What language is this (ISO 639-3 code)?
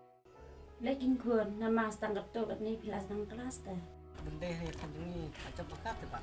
kha